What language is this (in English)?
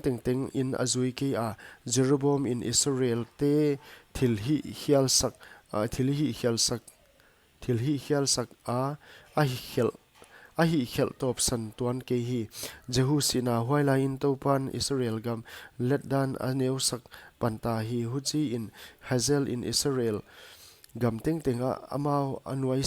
Paite Chin